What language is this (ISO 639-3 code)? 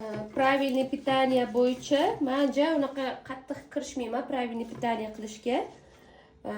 uzb